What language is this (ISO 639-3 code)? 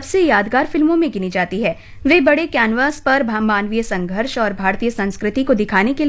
hin